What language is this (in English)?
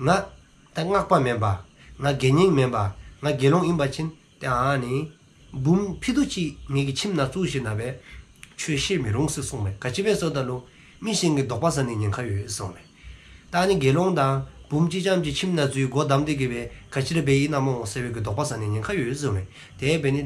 Dzongkha